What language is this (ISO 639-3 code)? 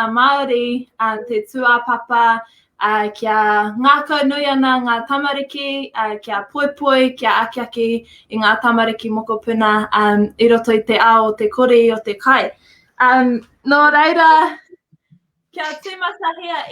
mri